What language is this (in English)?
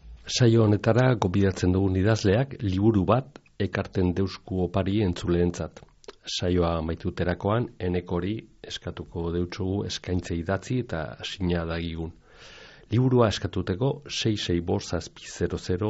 Basque